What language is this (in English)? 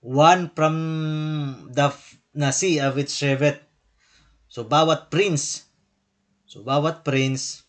Waray